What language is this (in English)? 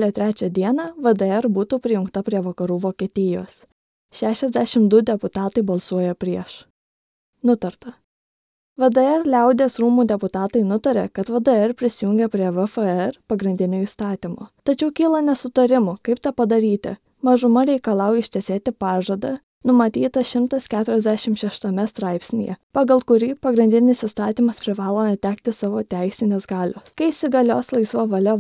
Lithuanian